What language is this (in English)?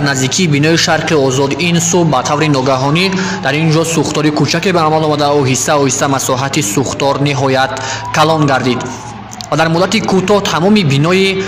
Tajik